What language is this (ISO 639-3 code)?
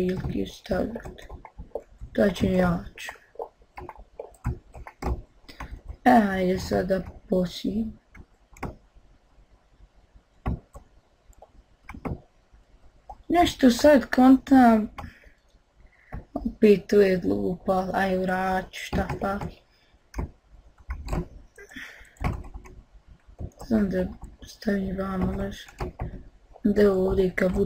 bos